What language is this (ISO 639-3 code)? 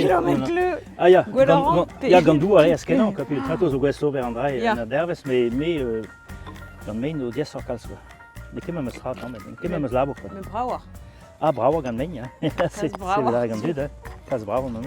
bre